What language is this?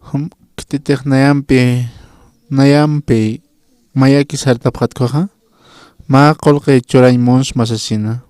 Aymara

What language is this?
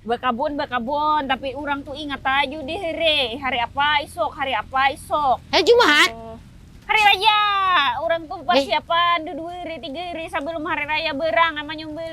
Banjar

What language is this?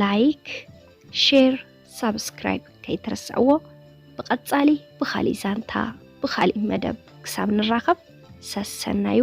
Tigrinya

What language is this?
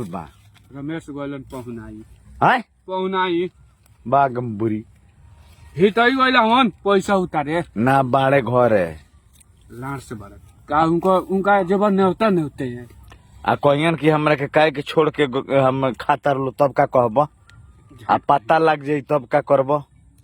Bhojpuri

